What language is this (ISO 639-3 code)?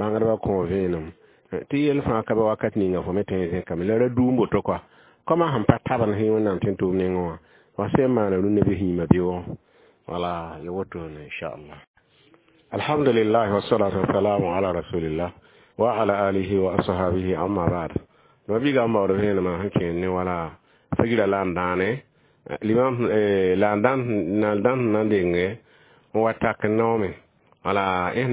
mos